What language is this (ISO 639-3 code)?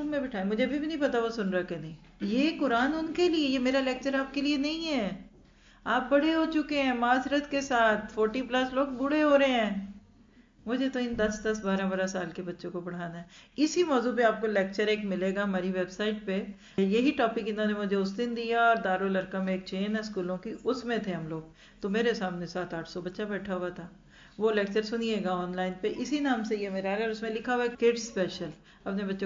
urd